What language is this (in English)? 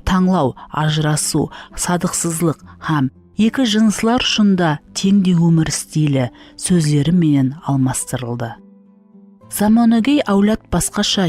Kara-Kalpak